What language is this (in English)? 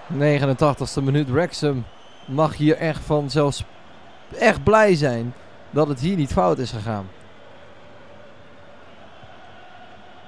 Dutch